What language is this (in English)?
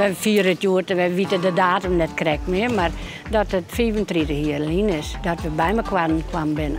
Western Frisian